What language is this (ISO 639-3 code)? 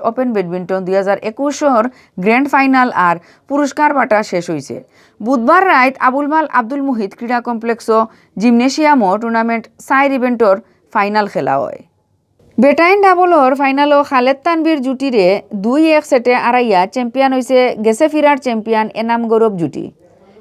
syl